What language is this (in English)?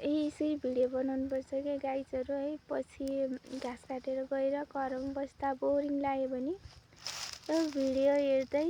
Nepali